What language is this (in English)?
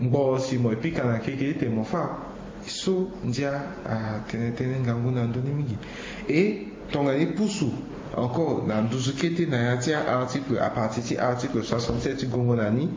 Sango